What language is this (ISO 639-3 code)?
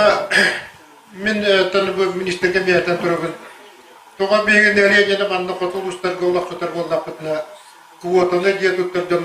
sah